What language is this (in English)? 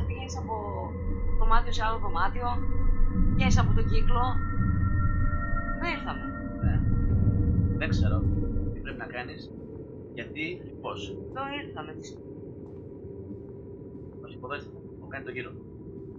Greek